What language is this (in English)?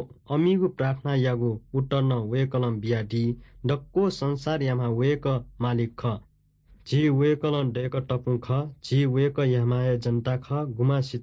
Newari